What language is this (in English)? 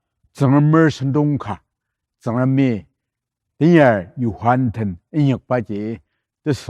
Ao Naga